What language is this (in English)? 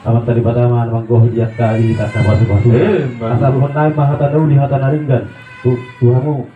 Batak Toba